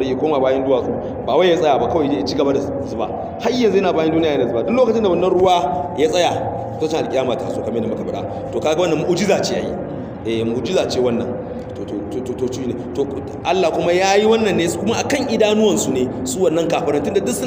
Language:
Hausa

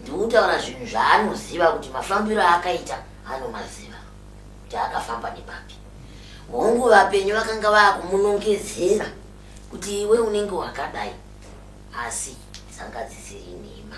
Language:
Shona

